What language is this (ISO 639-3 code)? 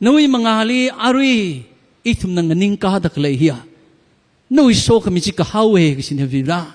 nmf